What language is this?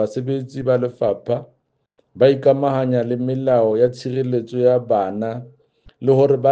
Southern Sotho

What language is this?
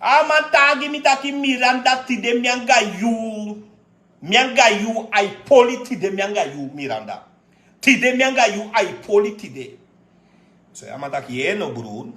Sranan Tongo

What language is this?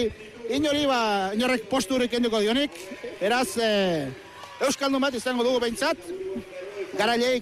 Basque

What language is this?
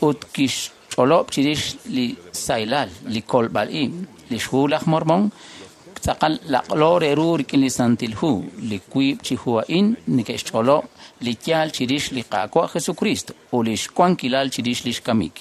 Kekchí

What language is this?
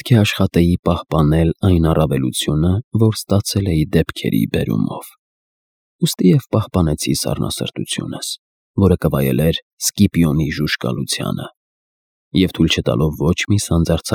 Armenian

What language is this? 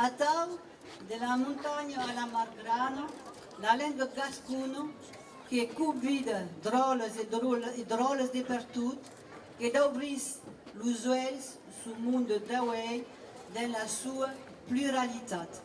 Occitan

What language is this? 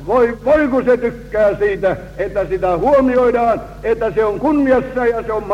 Finnish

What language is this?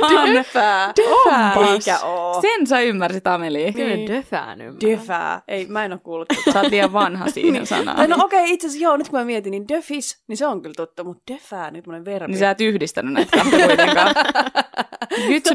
Finnish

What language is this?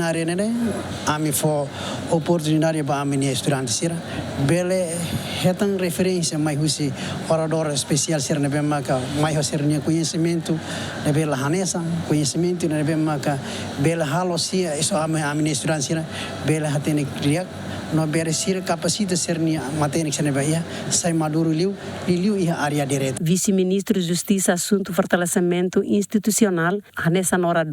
Tetum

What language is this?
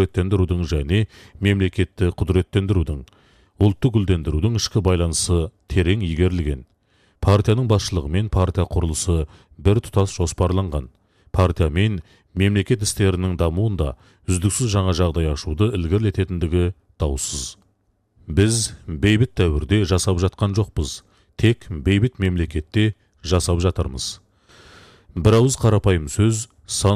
Kazakh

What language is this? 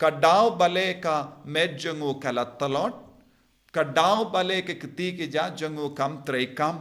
Khasi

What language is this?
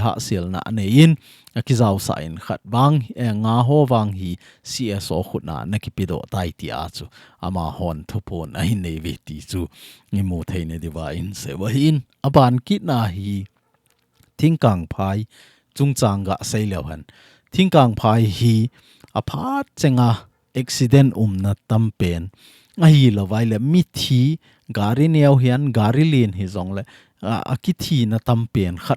Thado Chin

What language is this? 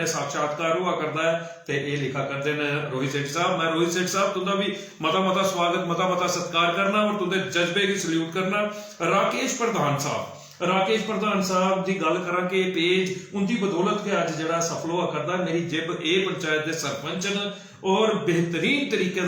Dogri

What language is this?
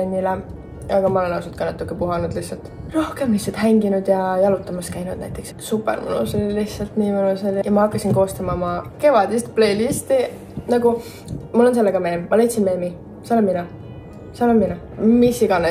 Estonian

